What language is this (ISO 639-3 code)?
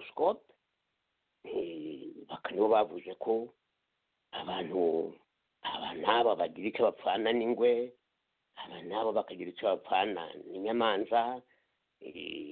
kin